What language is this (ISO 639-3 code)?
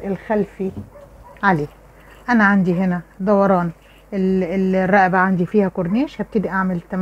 arz